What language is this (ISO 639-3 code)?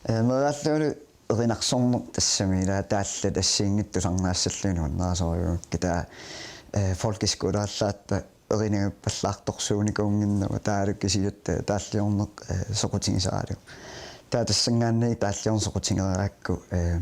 kal